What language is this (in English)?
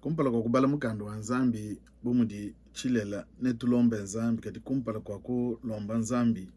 Luba-Lulua